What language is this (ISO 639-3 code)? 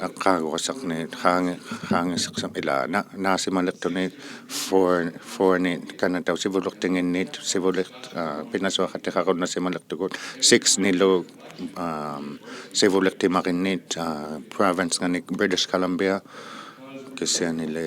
iku